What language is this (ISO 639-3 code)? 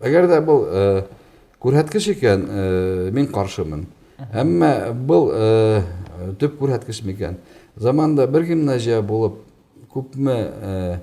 bak